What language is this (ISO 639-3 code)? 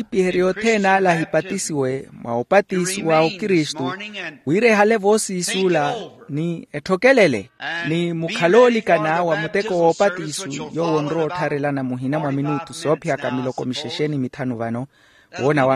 vmw